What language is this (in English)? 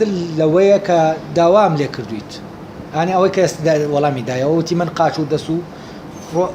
Central Kurdish